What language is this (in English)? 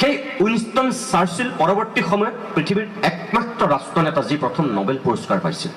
Assamese